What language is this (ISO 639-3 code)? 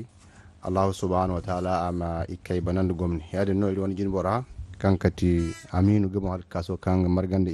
dje